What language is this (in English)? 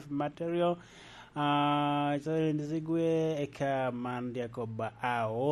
Lango (Uganda)